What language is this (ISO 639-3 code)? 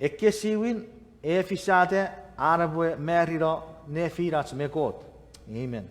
chk